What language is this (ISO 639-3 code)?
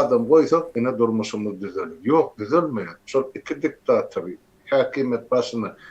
tuk